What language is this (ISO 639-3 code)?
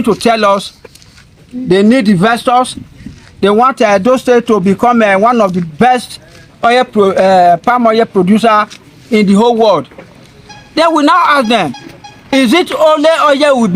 pcm